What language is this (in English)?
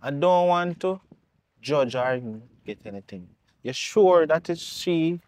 Jamaican Creole English